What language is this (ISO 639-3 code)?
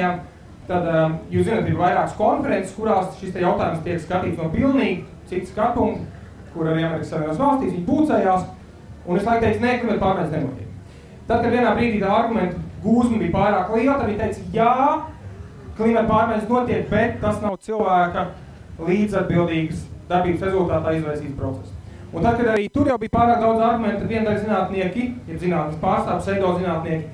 lav